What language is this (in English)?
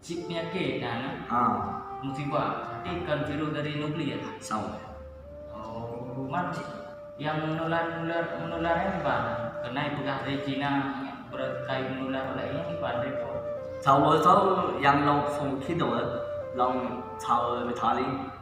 Achinese